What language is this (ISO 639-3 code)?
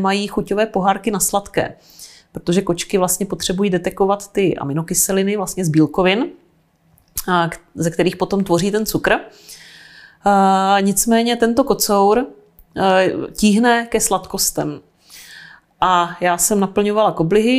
ces